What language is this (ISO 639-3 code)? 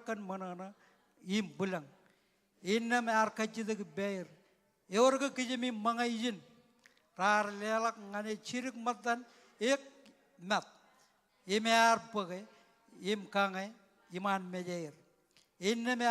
mah